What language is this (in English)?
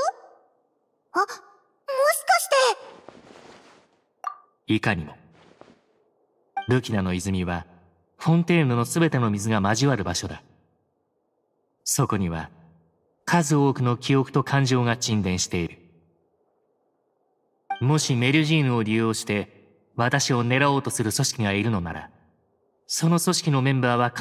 Japanese